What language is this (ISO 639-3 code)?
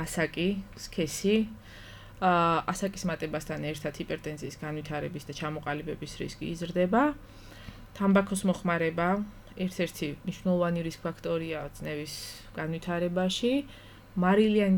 kat